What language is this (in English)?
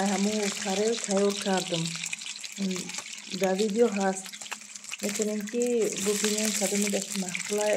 Tajik